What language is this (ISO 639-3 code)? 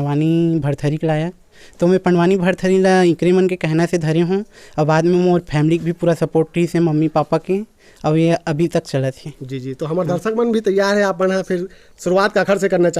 hne